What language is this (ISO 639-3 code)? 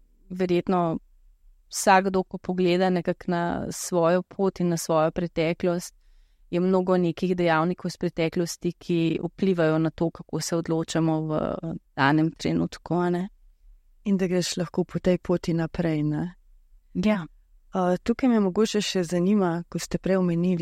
slv